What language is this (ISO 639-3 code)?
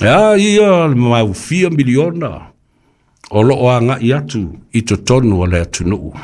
smo